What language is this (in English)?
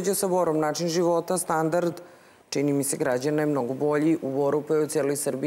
Serbian